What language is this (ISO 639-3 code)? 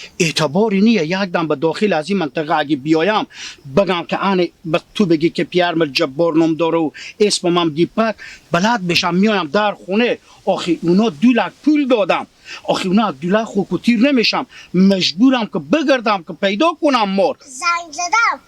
fas